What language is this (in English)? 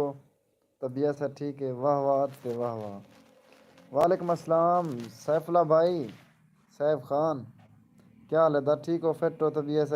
Saraiki